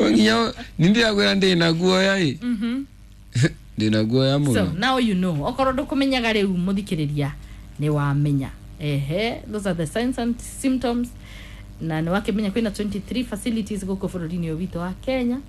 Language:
Kikuyu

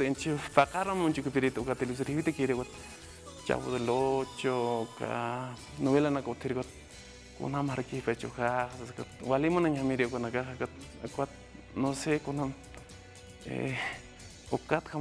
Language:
Aymara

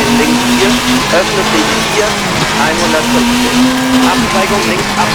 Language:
Bavarian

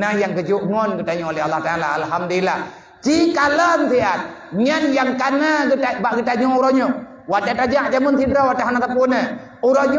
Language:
Achinese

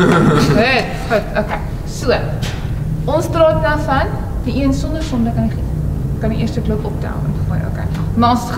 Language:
Afrikaans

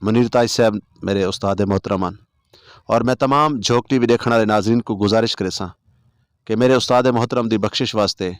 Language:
Saraiki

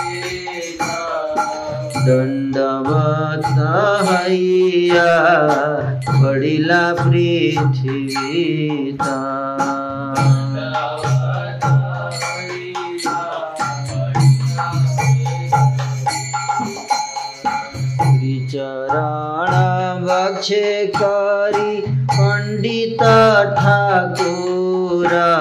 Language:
Hindi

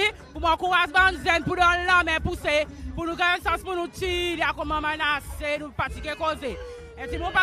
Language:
Seselwa Creole French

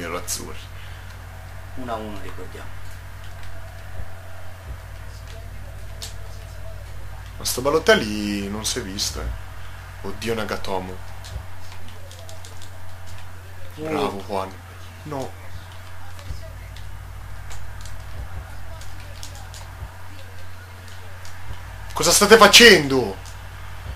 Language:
Italian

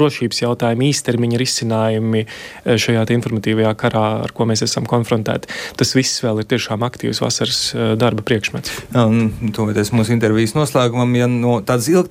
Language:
Latvian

